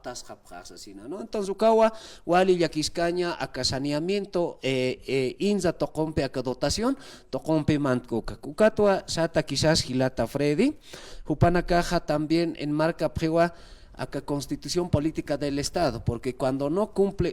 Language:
Aymara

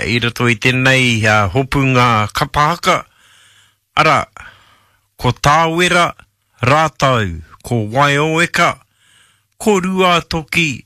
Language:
Māori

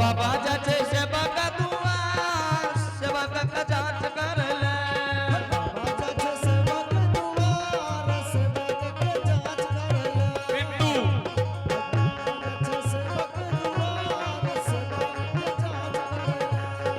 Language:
Angika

